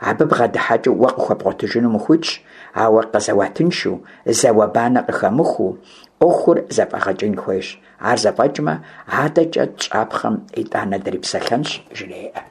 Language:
Kabardian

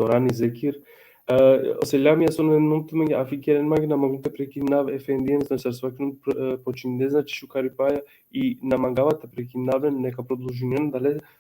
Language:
Balkan Romani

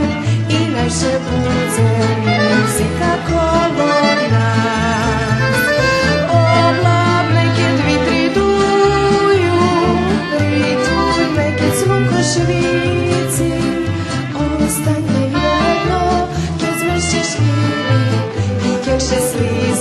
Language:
Rusyn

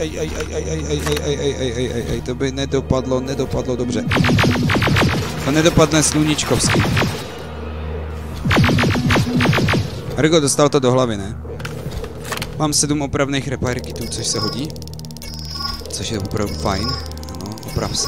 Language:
Czech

